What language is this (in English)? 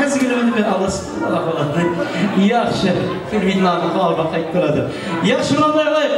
Kara-Kalpak